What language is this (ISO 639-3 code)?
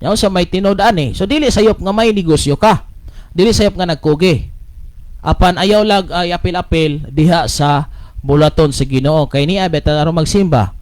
ceb